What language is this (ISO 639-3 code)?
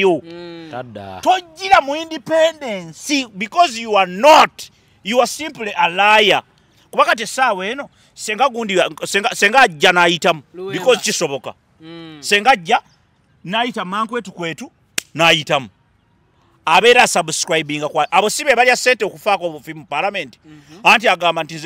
lug